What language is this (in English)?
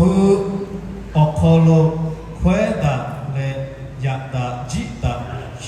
Lahu